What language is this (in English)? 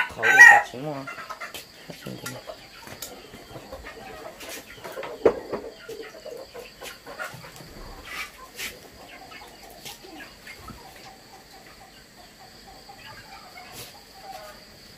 Vietnamese